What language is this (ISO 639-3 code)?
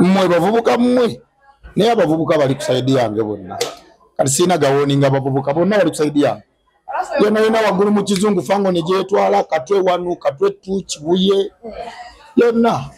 lug